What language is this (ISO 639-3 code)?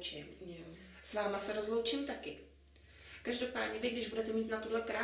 ces